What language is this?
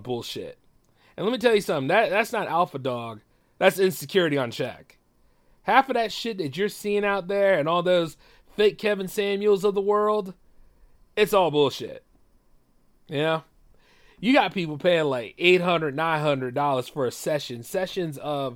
English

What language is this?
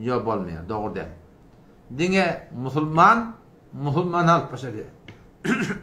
Turkmen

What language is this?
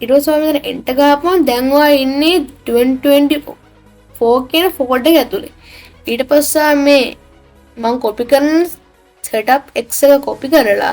Sinhala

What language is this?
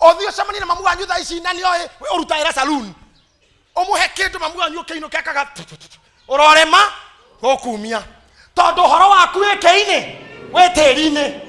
Kikuyu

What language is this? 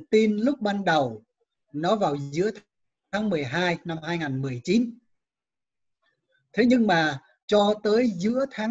Vietnamese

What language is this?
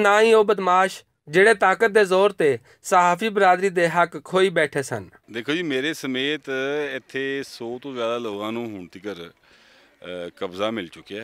Western Panjabi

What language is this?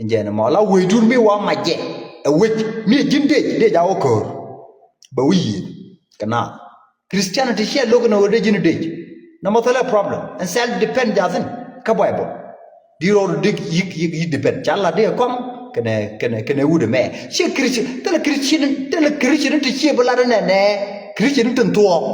Nuer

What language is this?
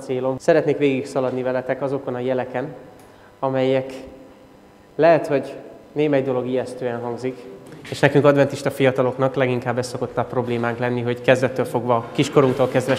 Hungarian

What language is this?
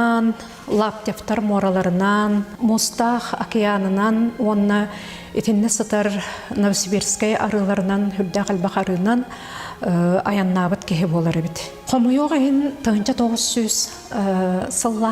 Yakut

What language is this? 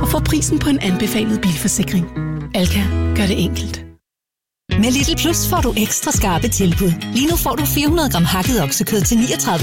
Danish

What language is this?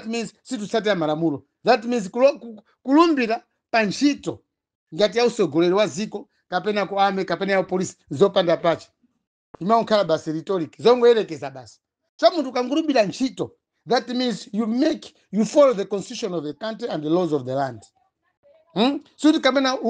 Nyanja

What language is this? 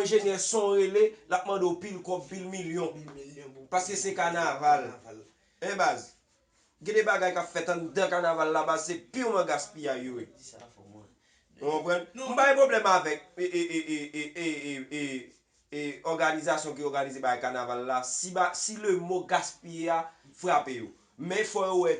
Haitian Creole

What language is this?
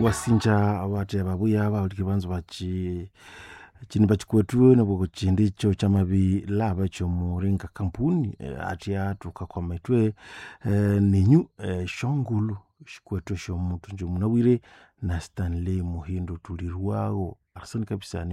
Nande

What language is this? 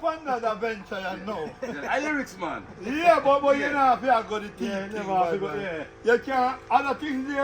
Jamaican Creole English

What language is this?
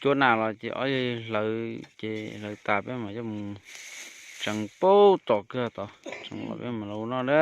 Hmong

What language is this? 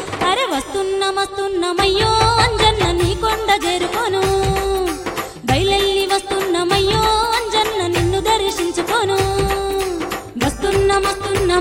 Telugu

